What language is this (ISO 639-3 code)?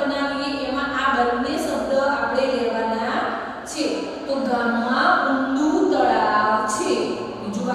guj